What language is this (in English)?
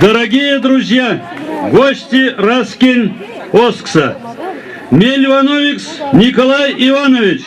Erzya